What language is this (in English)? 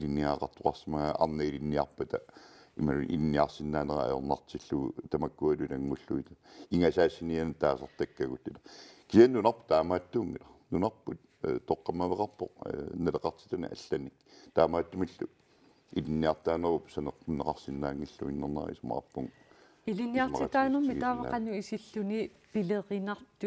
Kalaallisut